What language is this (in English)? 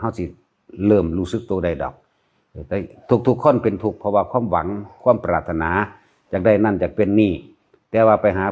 Lao